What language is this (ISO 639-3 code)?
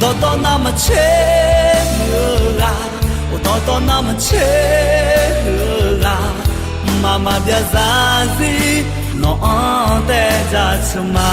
ahk